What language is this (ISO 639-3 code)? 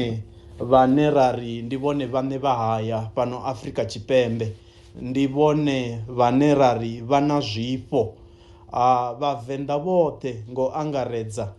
ven